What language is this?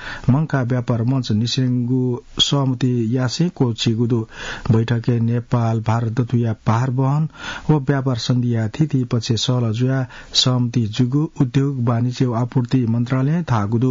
Newari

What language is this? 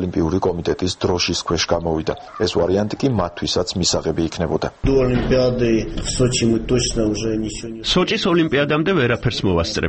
Georgian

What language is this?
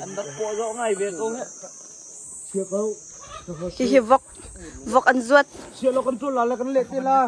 Hakha Chin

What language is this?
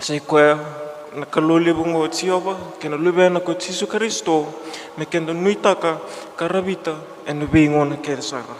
Fijian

